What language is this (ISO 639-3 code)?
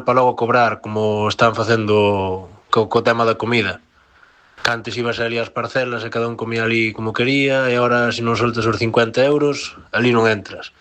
glg